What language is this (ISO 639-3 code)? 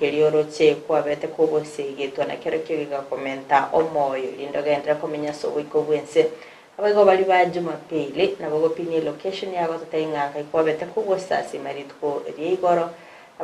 guz